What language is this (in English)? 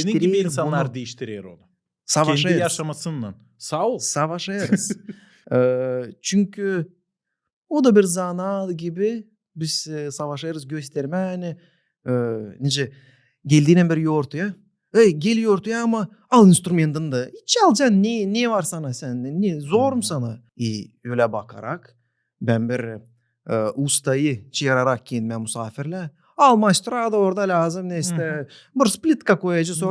Gagauz